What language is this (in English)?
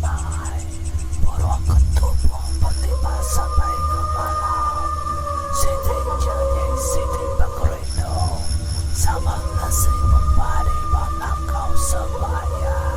Iban